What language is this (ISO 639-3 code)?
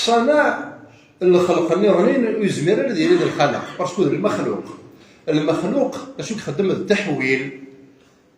kab